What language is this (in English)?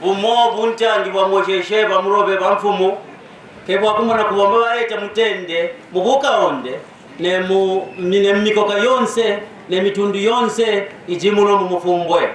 Kaonde